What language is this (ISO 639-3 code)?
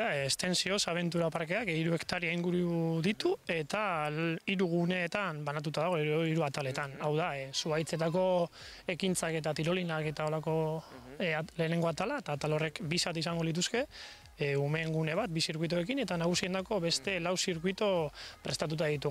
eus